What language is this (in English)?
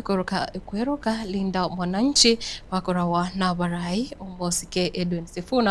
Gusii